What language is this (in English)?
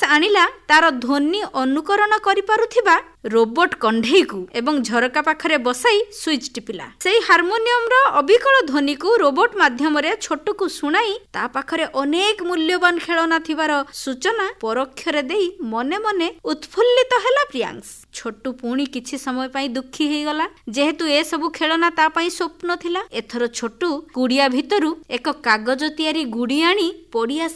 Odia